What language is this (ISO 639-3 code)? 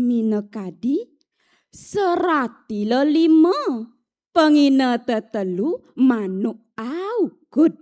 ban